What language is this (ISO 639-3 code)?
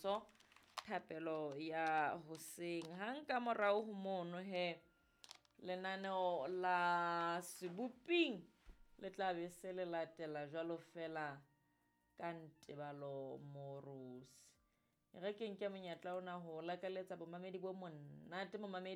sot